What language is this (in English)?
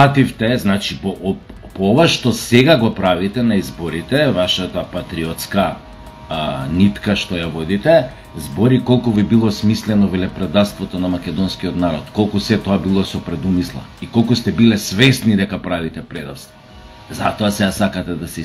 Macedonian